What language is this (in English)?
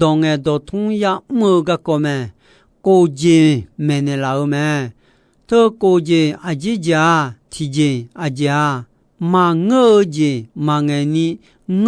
Akha